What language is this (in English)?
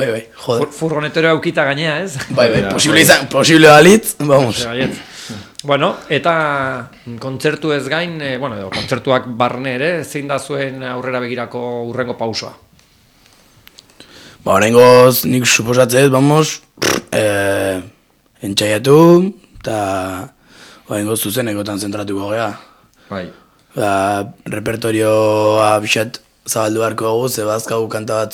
Basque